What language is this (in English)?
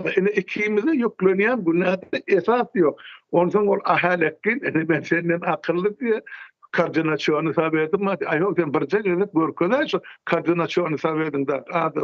Turkmen